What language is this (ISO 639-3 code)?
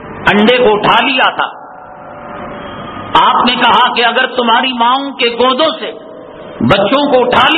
urd